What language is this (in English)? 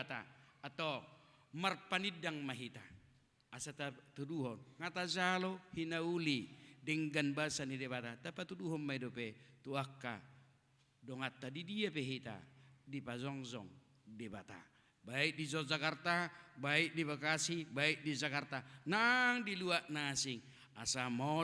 Batak Toba